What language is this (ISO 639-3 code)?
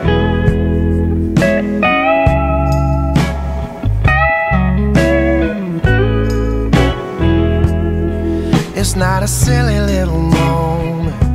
eng